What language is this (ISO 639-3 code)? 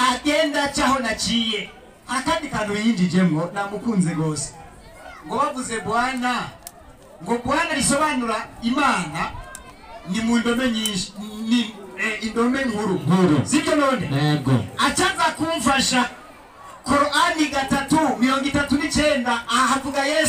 run